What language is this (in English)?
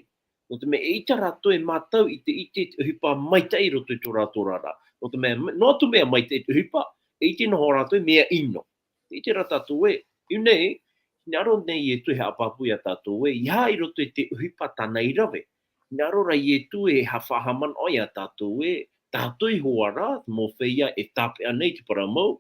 Tahitian